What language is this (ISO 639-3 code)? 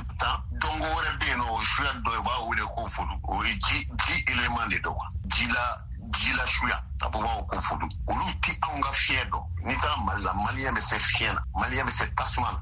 bam